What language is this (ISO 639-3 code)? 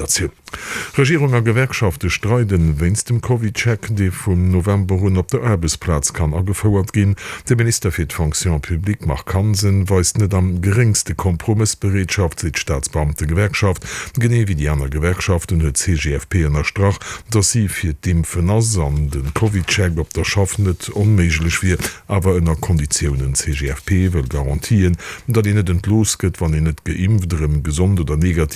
ltz